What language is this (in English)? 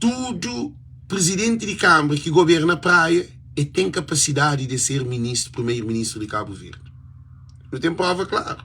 Kabuverdianu